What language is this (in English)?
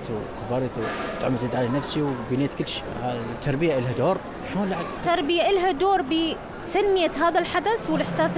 Mesopotamian Arabic